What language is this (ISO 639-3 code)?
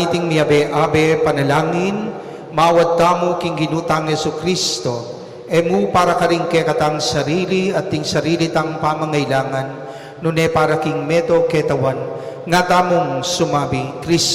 pam